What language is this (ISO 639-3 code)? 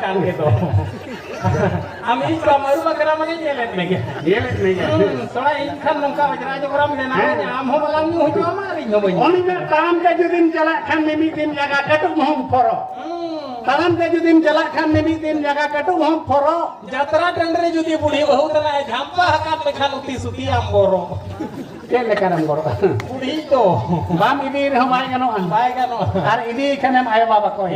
sat